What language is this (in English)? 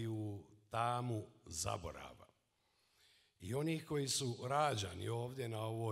Serbian